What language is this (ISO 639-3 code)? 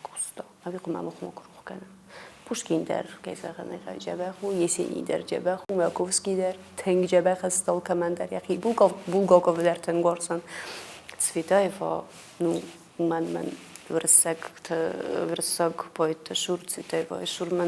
oss